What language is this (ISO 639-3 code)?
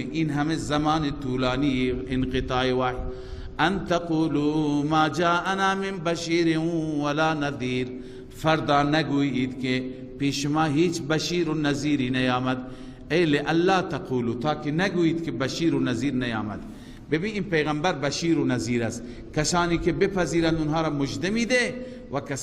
fas